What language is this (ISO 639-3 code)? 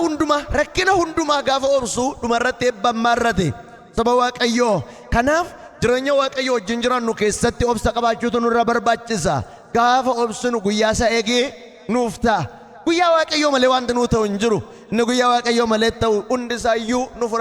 orm